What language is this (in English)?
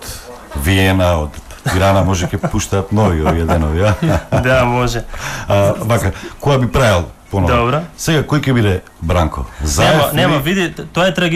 Macedonian